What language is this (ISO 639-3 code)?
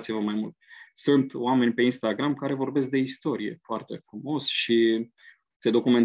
ron